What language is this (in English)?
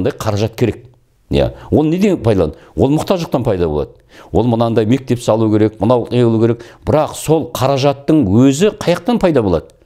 Kazakh